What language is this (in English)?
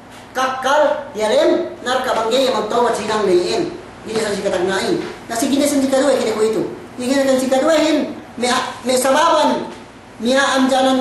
Yakan